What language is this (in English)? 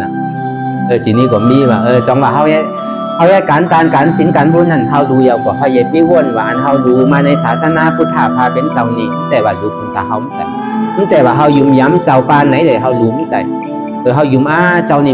Shan